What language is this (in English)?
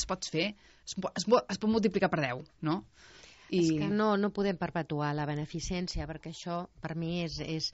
Catalan